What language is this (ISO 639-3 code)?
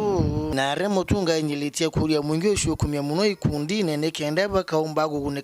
mer